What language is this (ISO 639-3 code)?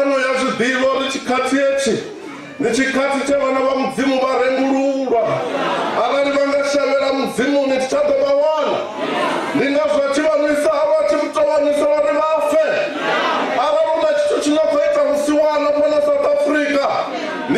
ven